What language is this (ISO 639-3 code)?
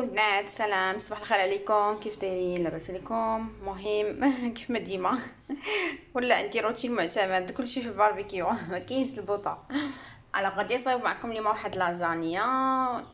ary